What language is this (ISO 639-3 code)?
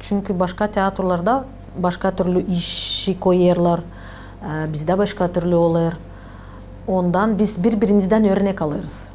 gag